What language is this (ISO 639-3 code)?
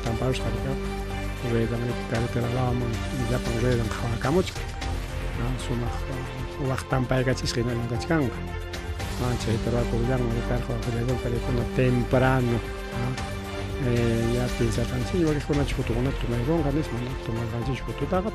quy